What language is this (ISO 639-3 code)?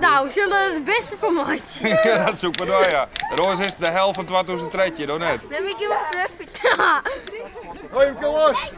fry